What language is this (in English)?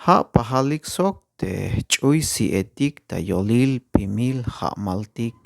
Tzeltal